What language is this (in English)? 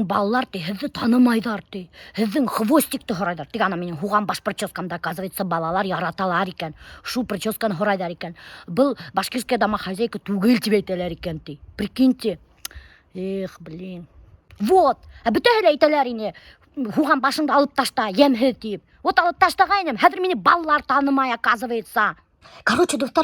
Bashkir